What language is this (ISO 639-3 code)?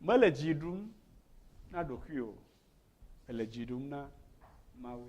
ewe